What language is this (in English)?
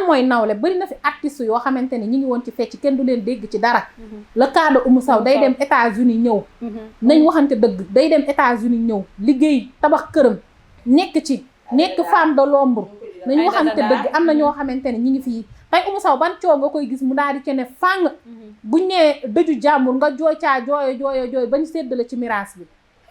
Wolof